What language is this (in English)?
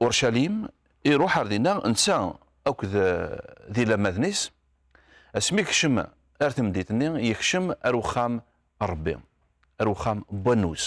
Kabyle